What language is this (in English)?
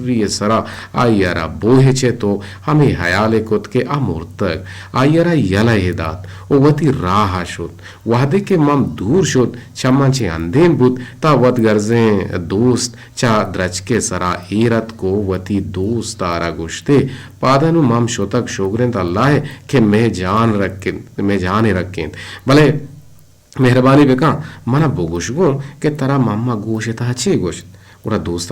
Eastern Balochi